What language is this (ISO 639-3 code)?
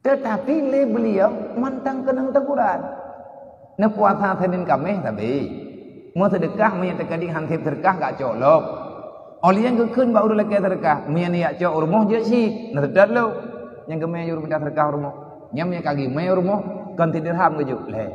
ace